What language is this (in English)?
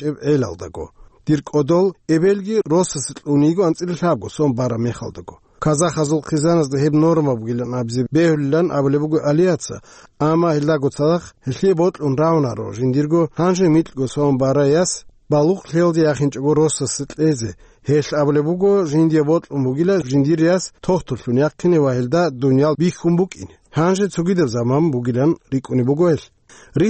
Avaric